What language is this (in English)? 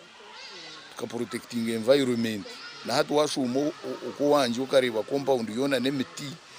Nyankole